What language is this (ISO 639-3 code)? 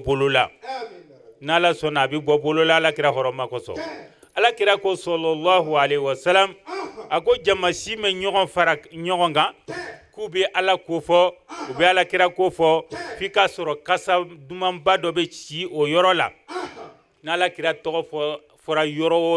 bam